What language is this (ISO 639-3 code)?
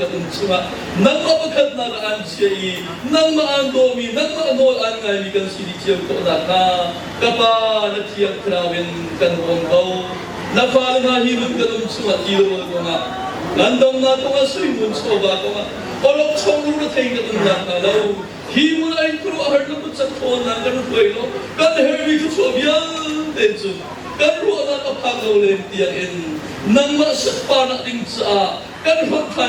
cnh